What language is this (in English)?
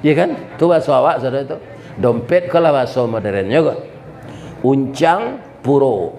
Minangkabau